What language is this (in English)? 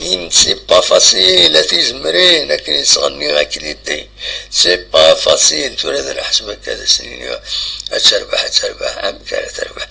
Kabyle